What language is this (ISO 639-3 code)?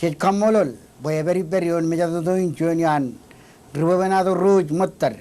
mah